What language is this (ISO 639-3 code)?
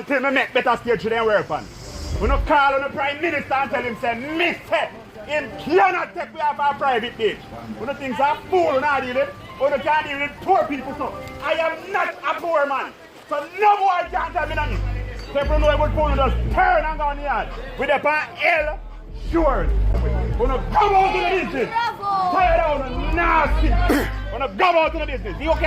jam